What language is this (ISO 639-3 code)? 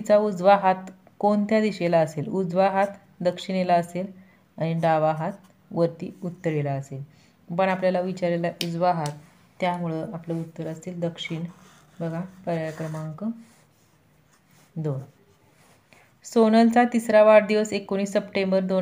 mar